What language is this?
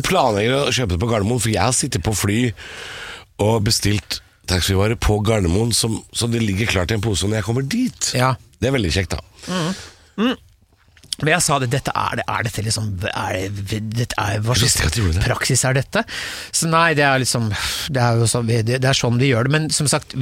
Norwegian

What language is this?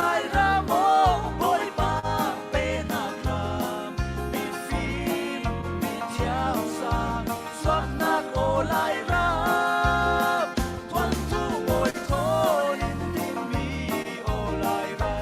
Falam Chin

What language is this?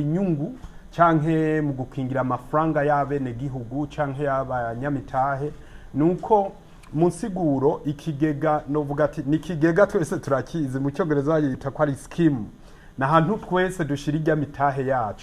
Rundi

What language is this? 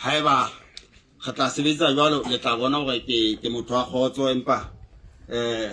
Southern Sotho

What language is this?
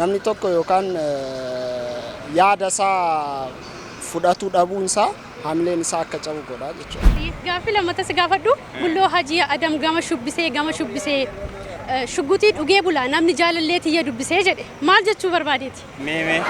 Oromo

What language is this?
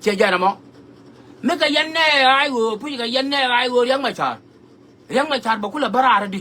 Nuer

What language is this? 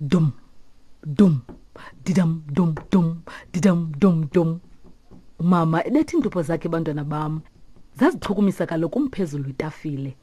Xhosa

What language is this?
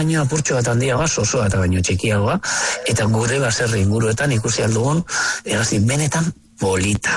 Basque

